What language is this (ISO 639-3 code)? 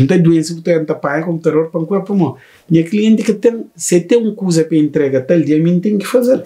kea